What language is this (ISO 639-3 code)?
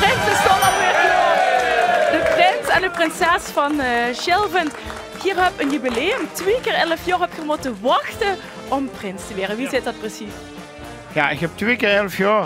lim